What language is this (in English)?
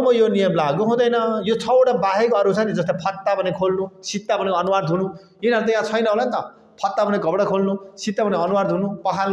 Nepali